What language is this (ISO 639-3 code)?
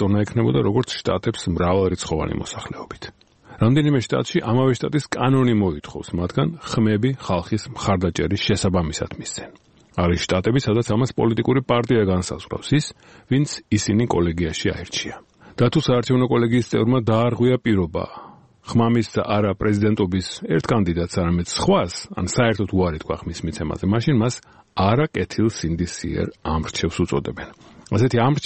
kat